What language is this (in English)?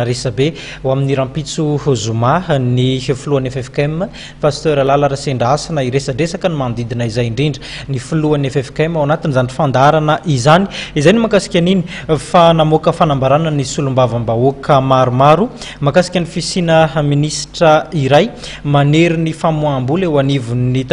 Malagasy